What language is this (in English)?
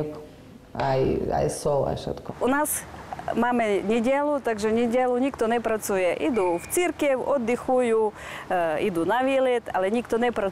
Slovak